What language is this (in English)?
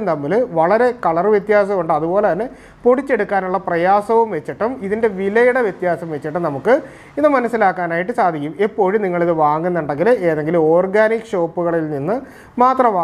Malayalam